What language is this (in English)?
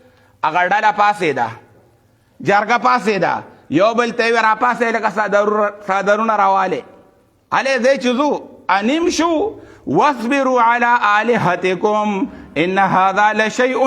Pashto